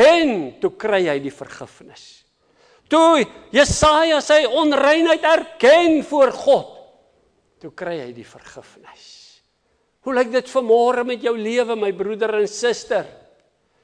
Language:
Afrikaans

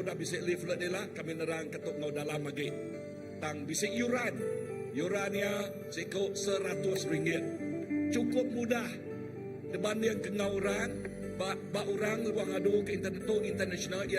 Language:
Iban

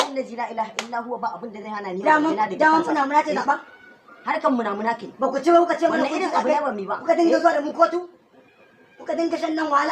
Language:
Hausa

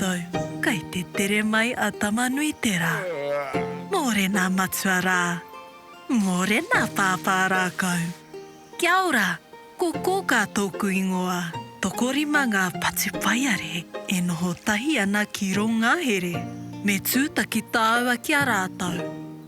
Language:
Māori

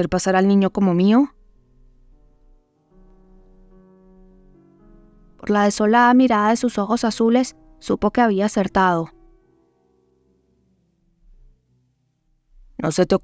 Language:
Spanish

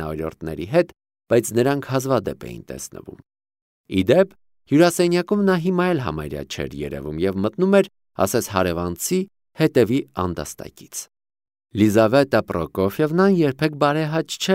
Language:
Armenian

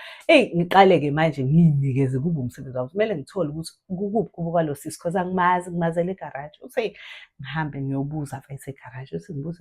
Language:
Zulu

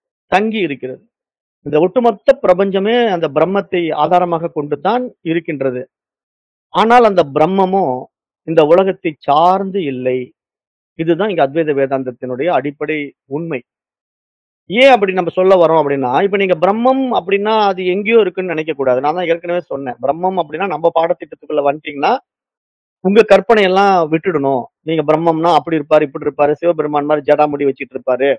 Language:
Tamil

